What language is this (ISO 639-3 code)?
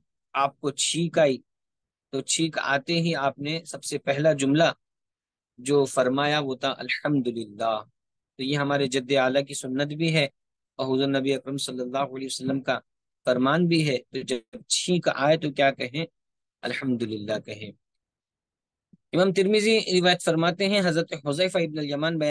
urd